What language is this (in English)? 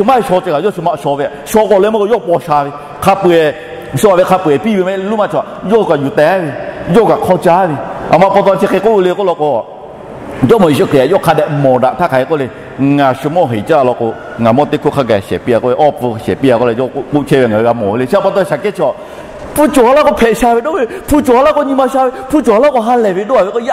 Lahu